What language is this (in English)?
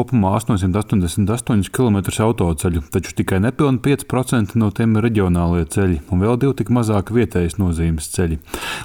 Latvian